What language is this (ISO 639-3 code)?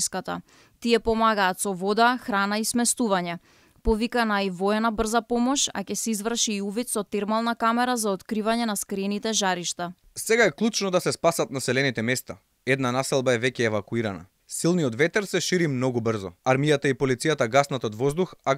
mkd